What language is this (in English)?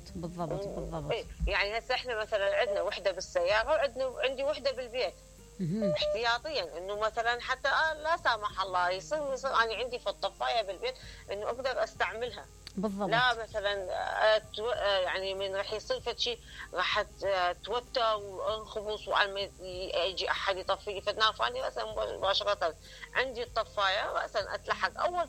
Mesopotamian Arabic